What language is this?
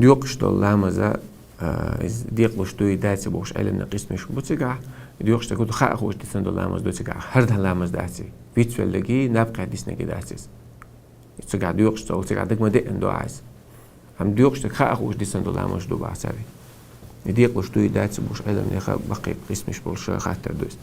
Chechen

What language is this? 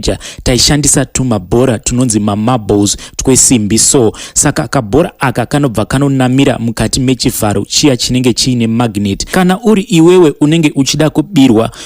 Shona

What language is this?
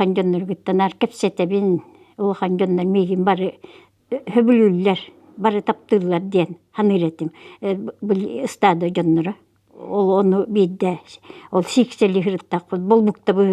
Yakut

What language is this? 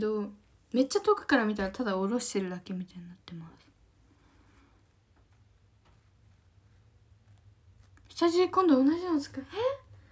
Japanese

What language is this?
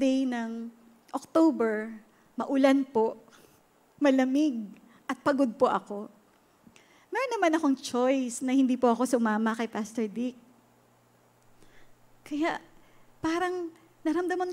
Filipino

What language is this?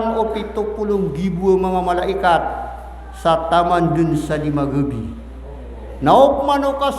Maranao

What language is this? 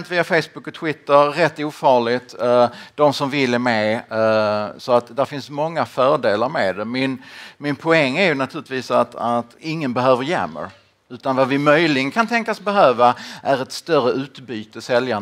Swedish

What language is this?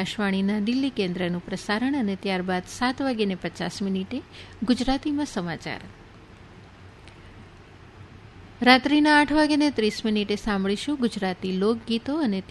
Gujarati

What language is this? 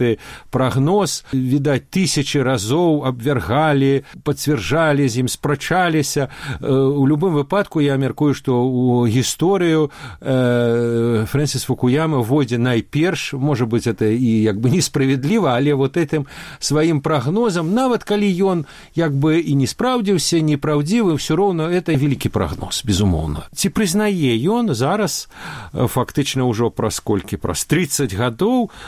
Belarusian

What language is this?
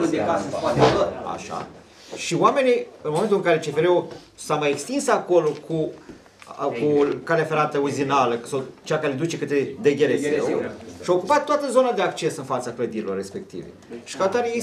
Romanian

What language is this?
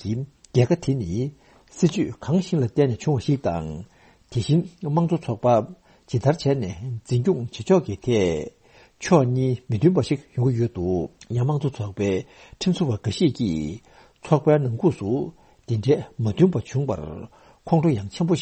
Tibetan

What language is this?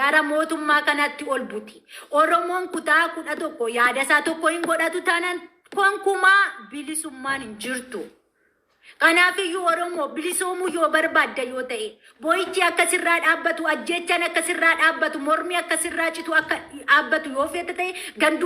Oromo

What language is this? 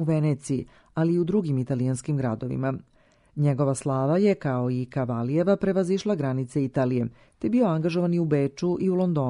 Serbian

